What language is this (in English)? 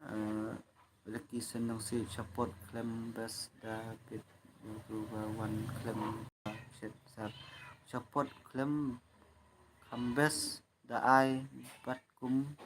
Khasi